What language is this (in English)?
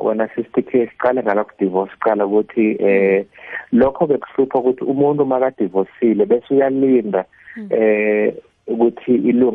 South Ndebele